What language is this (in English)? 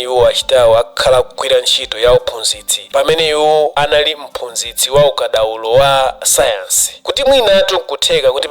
Nyanja